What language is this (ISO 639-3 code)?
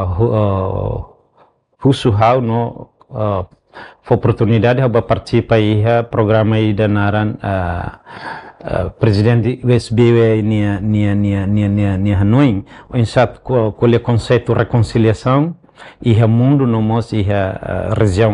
tet